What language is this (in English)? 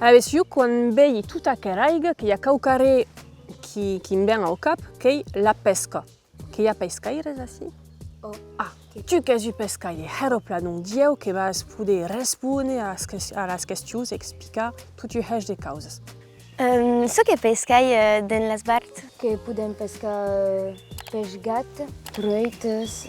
Occitan